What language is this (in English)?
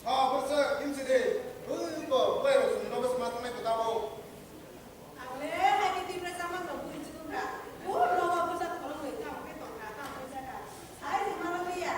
Kok Borok